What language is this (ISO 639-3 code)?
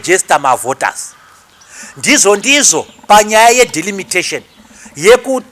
sna